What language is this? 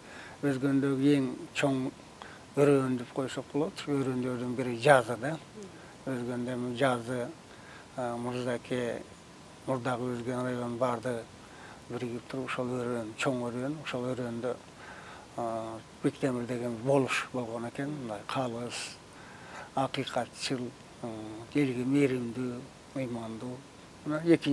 Kyrgyz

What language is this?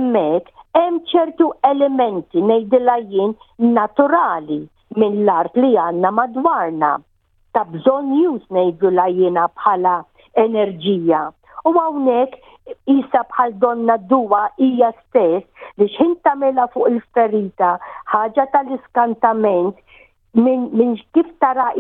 Maltese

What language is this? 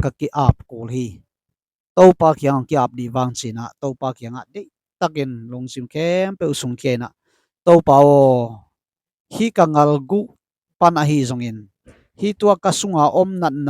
Tedim Chin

